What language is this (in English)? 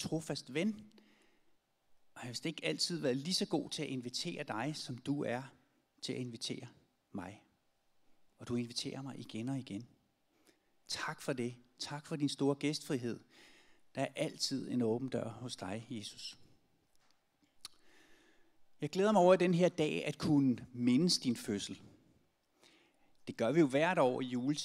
Danish